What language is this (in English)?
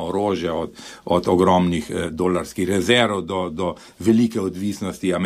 Slovenian